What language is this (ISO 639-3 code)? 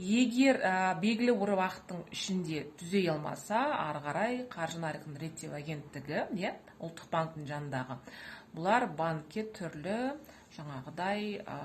kaz